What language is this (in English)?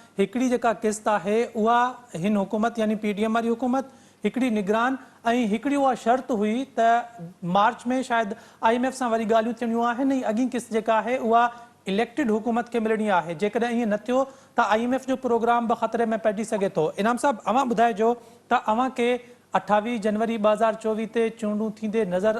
Sindhi